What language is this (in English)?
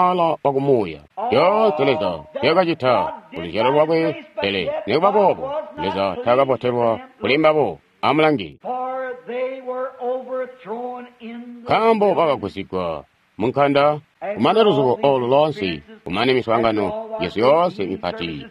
Tonga (Zambia)